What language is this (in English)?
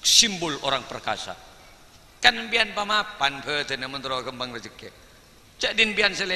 Madurese